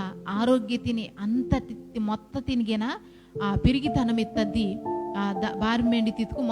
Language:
Koya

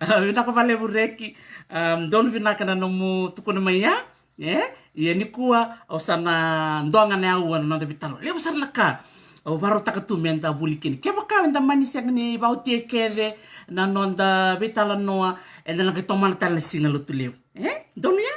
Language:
Fijian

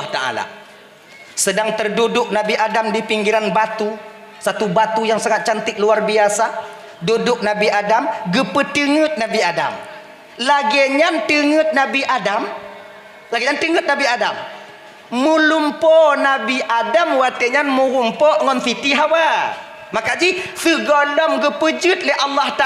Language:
Achinese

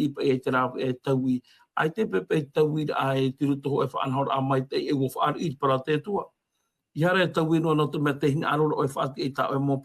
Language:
Tahitian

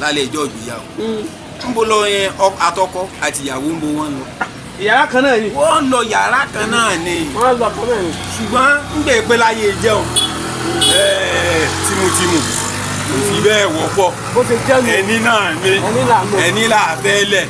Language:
Yoruba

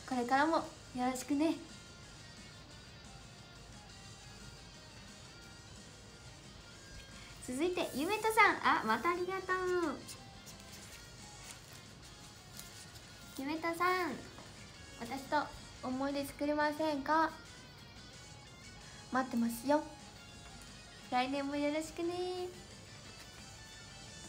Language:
Japanese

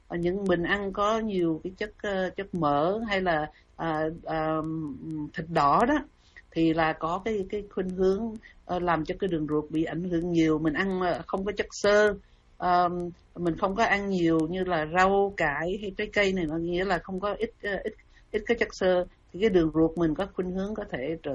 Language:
Vietnamese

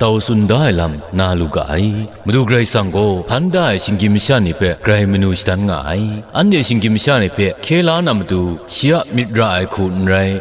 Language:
Kachin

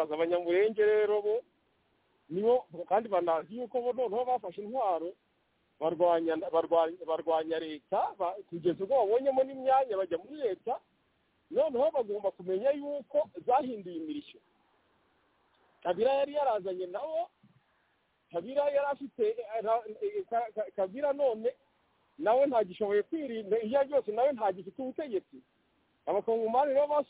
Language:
Kinyarwanda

